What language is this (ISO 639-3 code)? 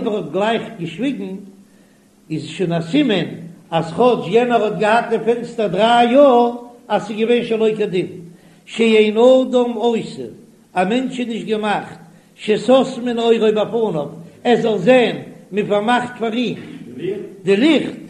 yid